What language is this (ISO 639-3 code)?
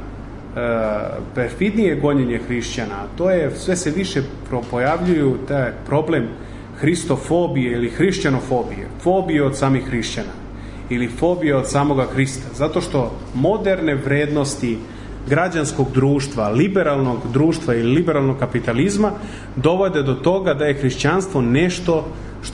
srp